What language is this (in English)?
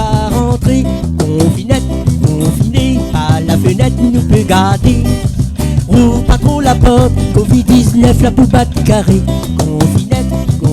Réunion Creole French